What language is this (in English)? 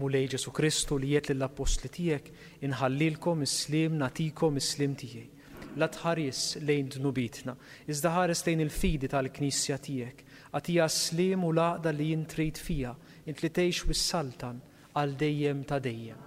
Maltese